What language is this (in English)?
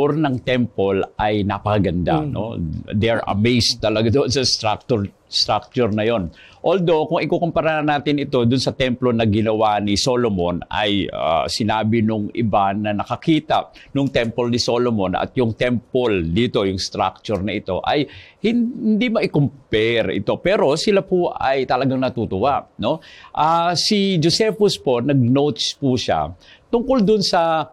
Filipino